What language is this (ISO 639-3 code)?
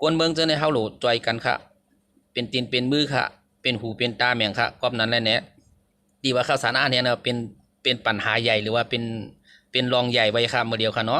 shn